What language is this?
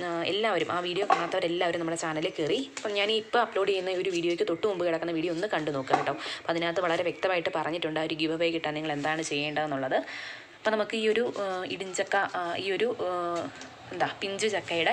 Malayalam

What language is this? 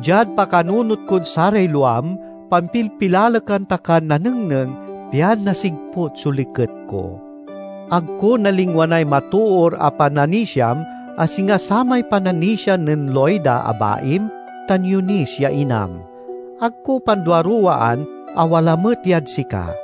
Pangasinan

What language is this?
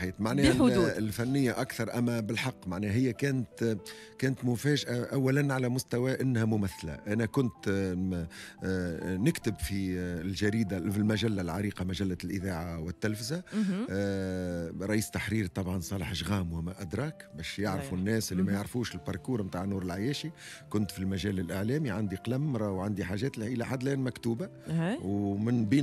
Tunisian Arabic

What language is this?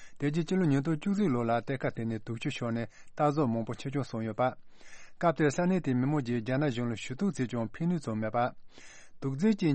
Tibetan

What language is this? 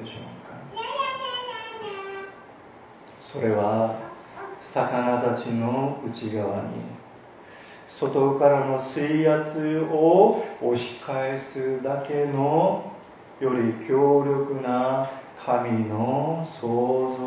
Japanese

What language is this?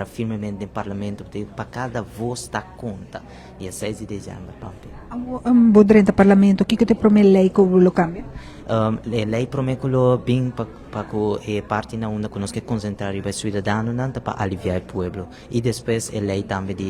Papiamento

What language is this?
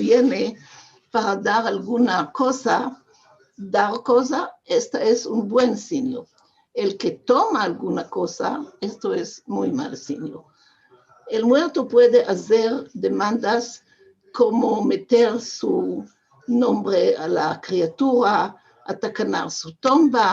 Ladino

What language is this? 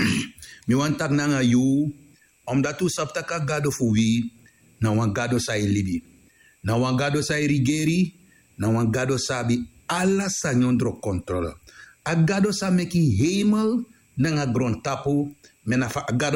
Sranan Tongo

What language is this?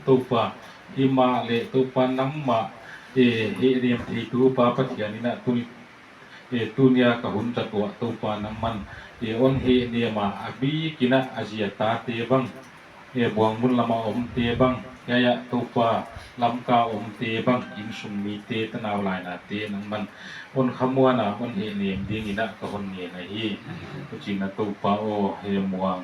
Paite Chin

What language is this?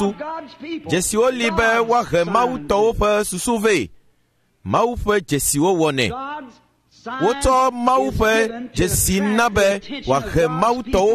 Ewe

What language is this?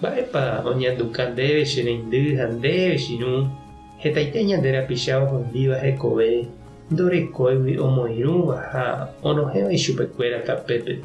Guarani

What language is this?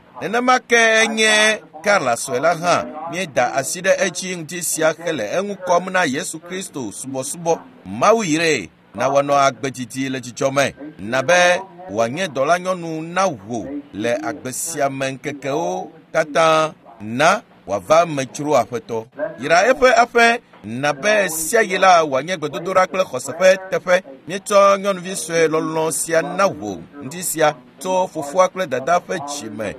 Ewe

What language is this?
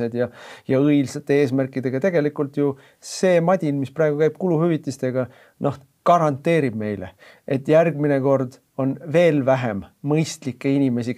Estonian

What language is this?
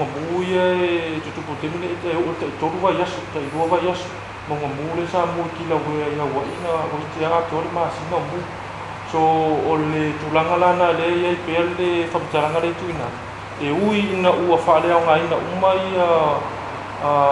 Samoan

